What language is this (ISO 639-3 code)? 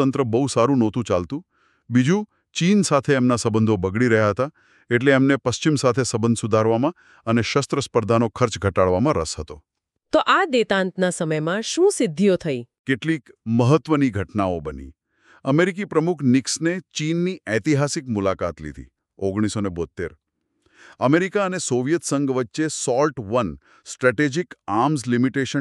guj